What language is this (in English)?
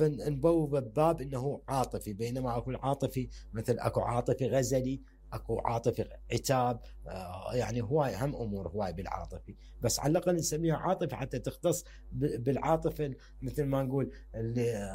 Mesopotamian Arabic